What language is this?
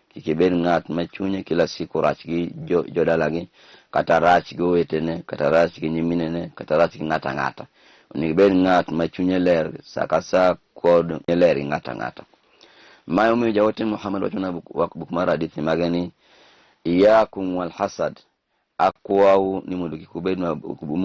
Luo (Kenya and Tanzania)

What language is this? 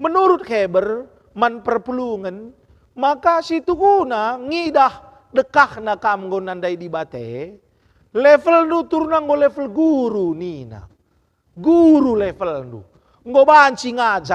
Batak Karo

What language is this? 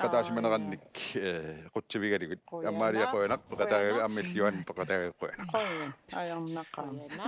Kalaallisut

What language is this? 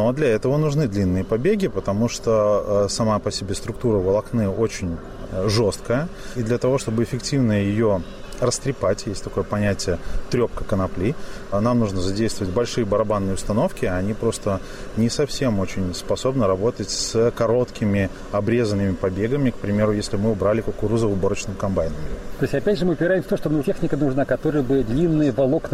Russian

